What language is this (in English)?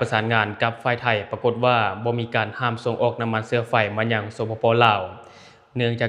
Lao